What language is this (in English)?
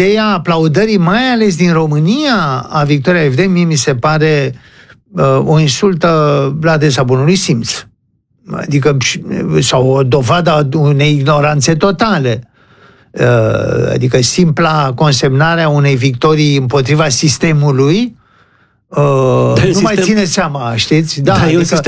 Romanian